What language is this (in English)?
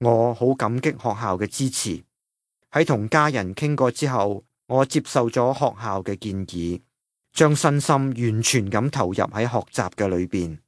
Cantonese